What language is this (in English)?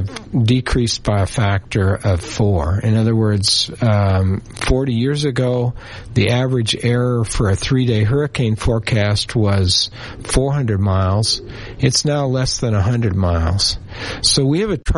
English